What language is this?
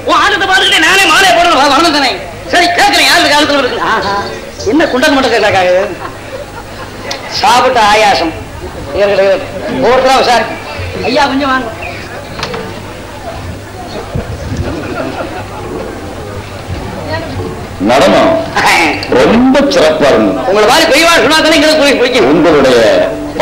Tamil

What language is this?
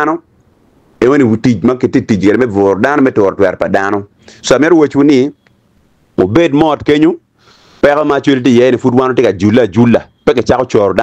Acoli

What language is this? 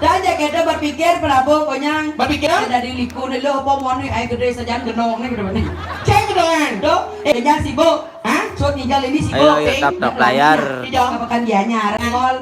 Balinese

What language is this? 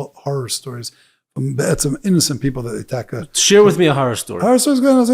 Yiddish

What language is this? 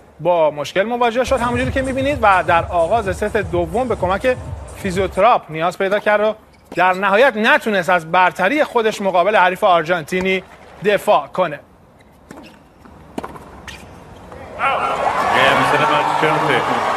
Persian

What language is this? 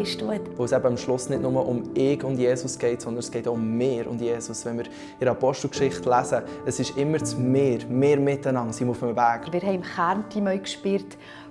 Swiss German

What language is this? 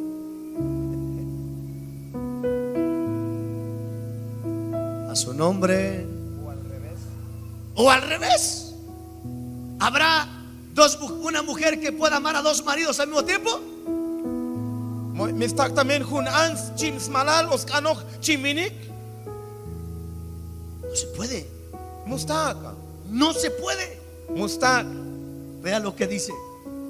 Spanish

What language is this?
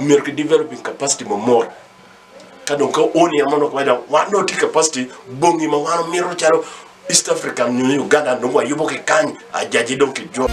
Acoli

